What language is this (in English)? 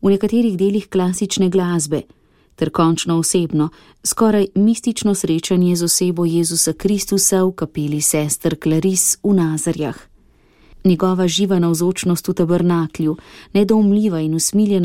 Slovenian